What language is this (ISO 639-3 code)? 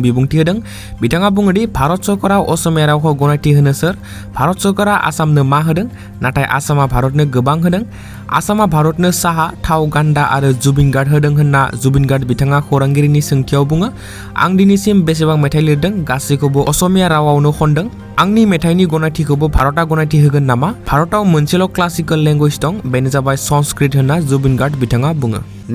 brx